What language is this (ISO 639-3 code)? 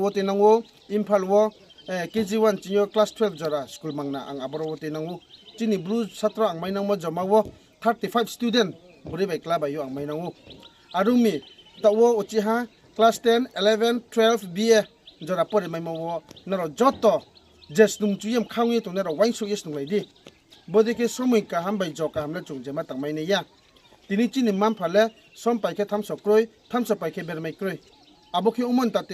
ria